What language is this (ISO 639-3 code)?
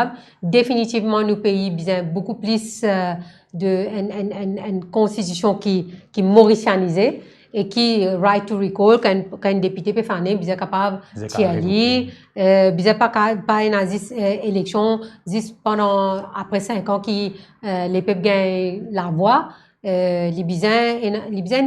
mfe